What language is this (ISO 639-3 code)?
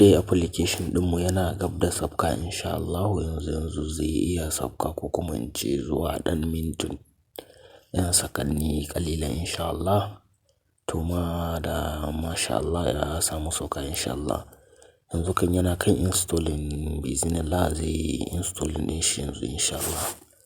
hau